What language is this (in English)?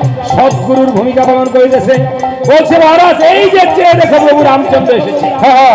Bangla